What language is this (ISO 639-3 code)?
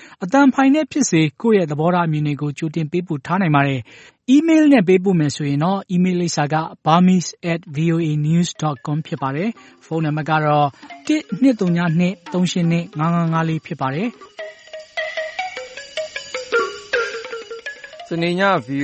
mya